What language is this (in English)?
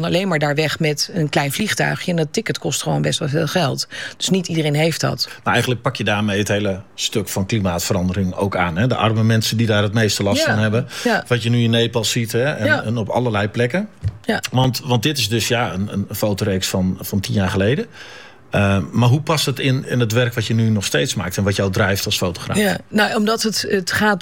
Dutch